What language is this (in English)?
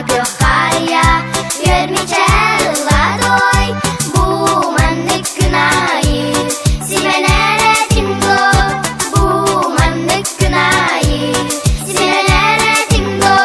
Yakut